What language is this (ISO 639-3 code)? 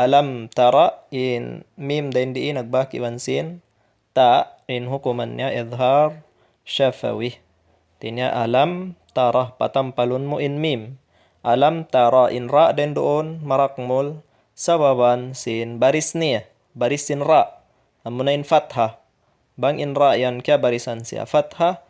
tsg